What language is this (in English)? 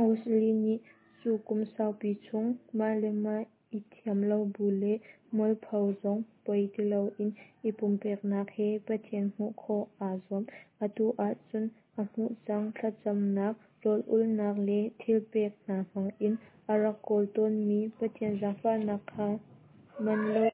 Hakha Chin